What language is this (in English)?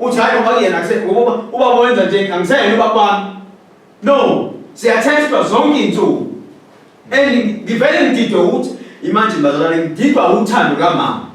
Zulu